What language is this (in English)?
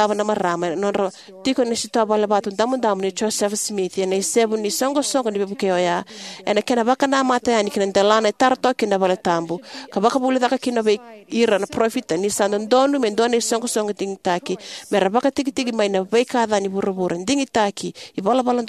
Fijian